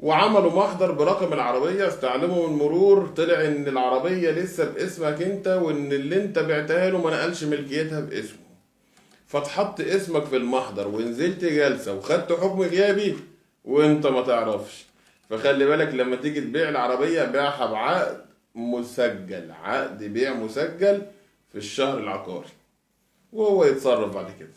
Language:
Egyptian Arabic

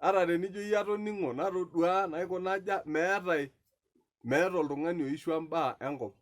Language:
Masai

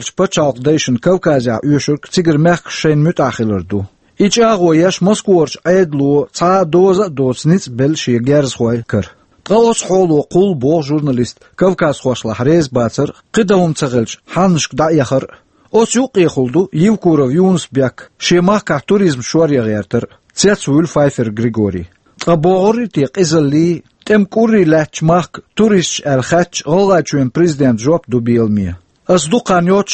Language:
Chechen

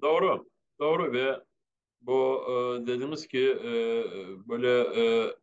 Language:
Crimean Tatar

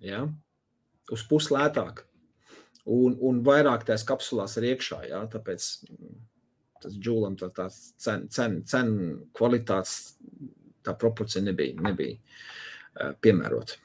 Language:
Latvian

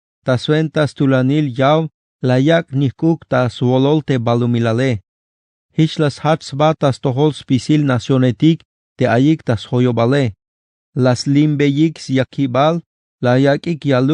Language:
Tzeltal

